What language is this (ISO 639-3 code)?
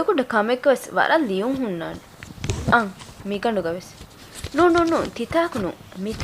div